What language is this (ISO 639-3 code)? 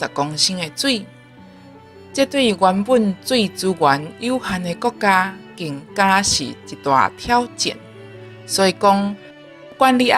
nan